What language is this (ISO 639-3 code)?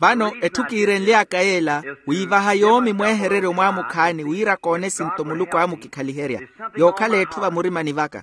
vmw